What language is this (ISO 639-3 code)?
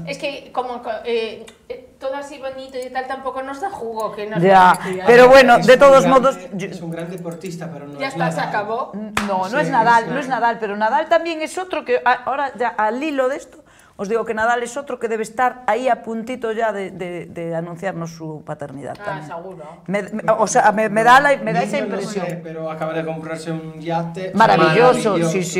spa